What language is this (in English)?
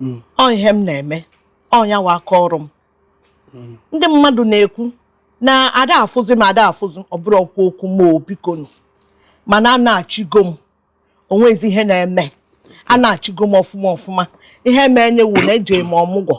Igbo